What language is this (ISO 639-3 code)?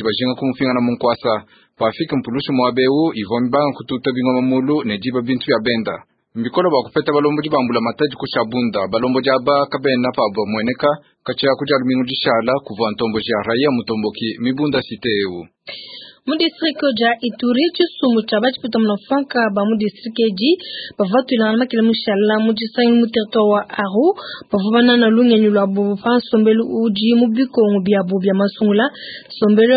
lua